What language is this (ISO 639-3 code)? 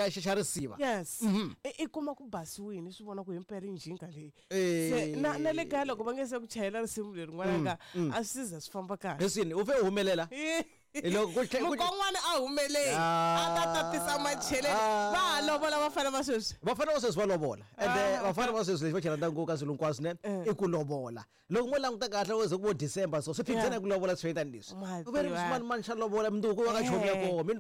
tso